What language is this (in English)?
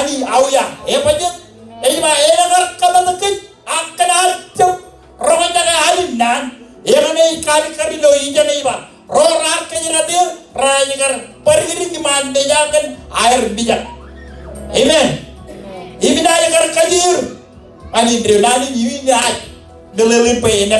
Marshallese